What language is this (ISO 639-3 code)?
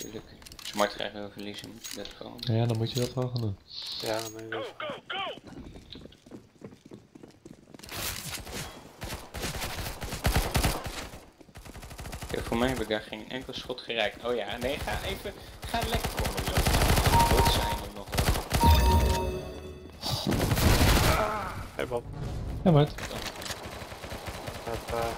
nld